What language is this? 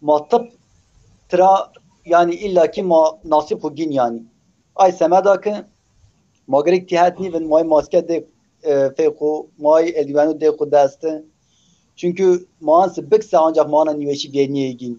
Zaza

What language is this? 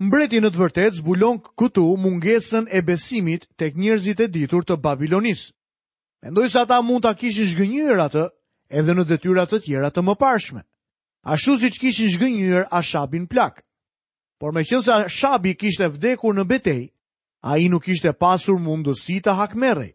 Albanian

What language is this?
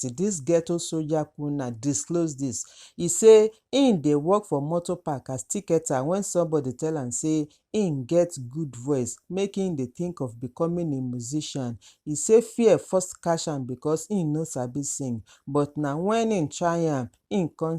Nigerian Pidgin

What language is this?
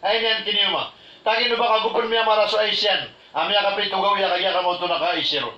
Maranao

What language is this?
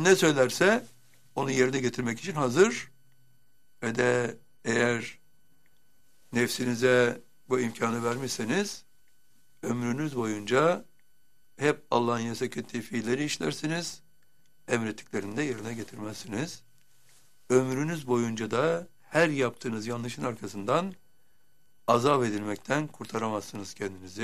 Turkish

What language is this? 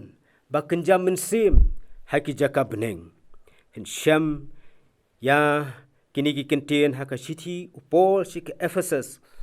Khasi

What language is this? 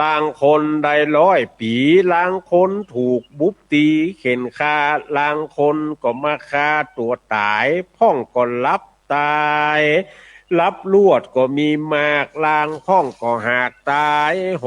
Northern Thai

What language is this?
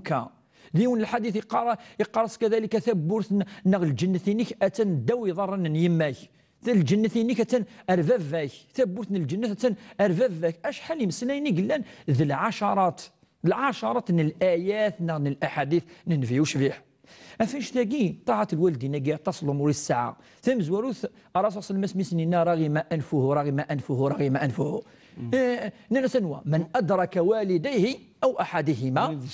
Kabyle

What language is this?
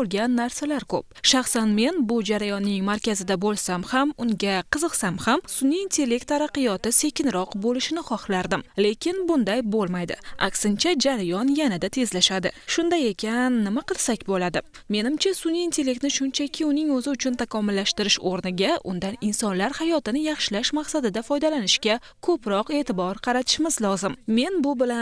Uzbek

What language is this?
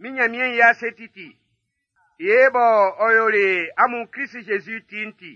Baoulé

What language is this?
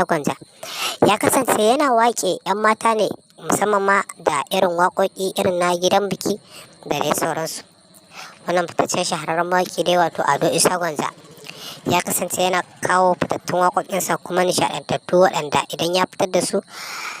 Hausa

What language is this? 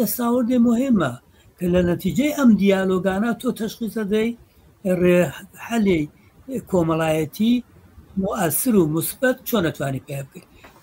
Central Kurdish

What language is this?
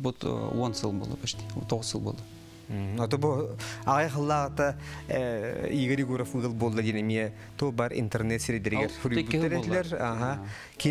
Yakut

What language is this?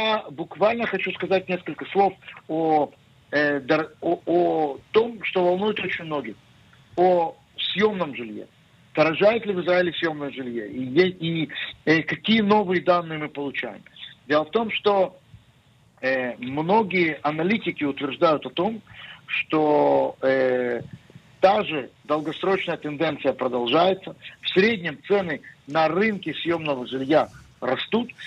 Russian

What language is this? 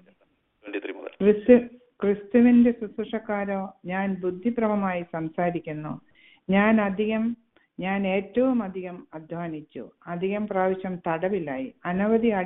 Malayalam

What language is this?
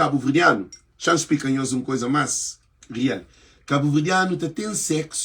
Kabuverdianu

